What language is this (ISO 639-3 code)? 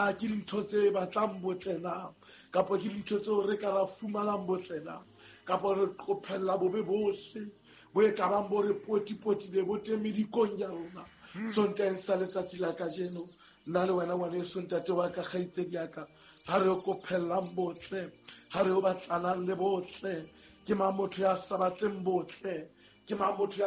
sot